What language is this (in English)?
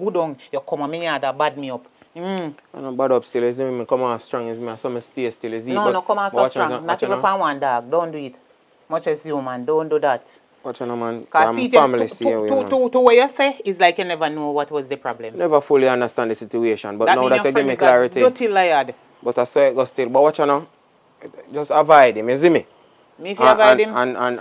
Jamaican Creole English